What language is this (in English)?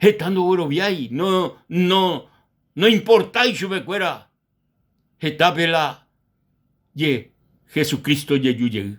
Guarani